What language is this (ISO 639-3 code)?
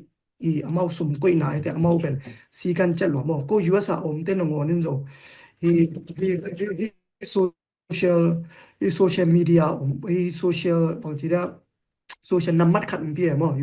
ctd